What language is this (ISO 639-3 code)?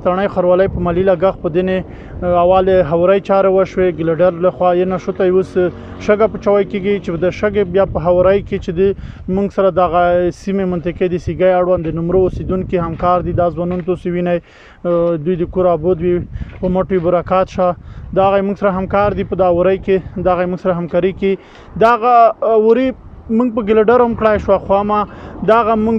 pus